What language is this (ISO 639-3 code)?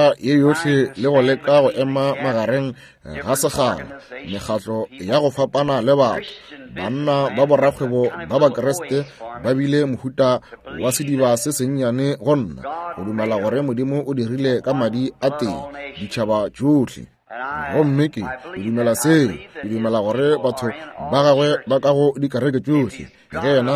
nso